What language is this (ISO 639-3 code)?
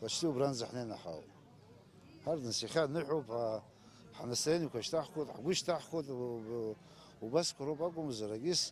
abk